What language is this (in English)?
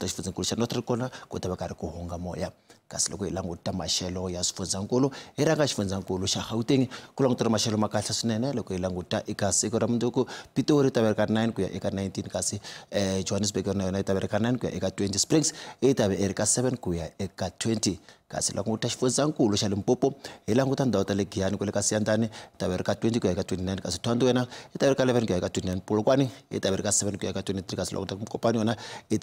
Tsonga